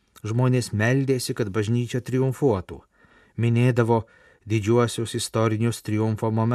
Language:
Lithuanian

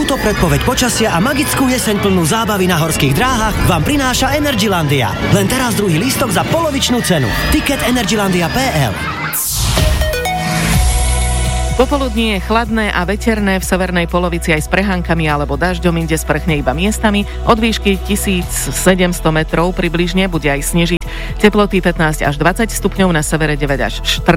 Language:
Slovak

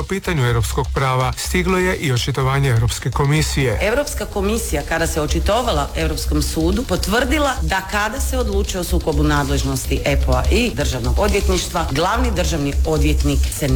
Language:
Croatian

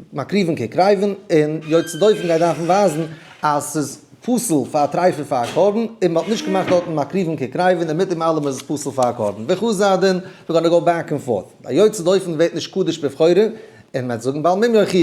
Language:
Yiddish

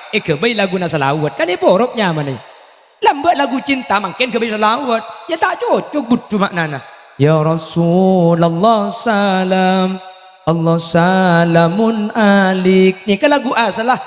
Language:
Madurese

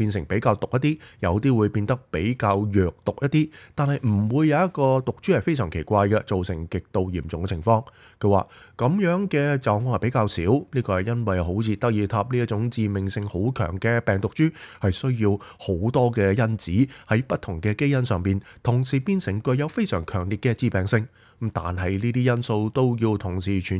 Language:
Cantonese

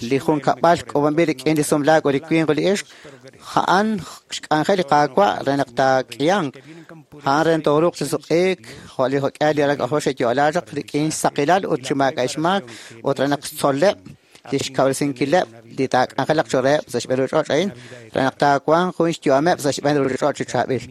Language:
Kekchí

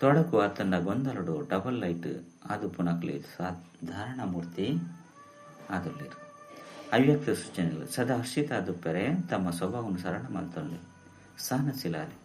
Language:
Tulu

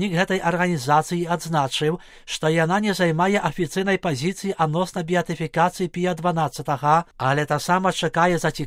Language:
Belarusian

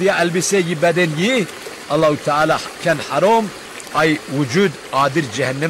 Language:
Zaza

